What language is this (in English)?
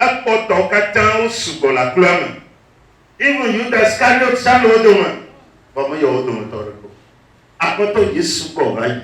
Ewe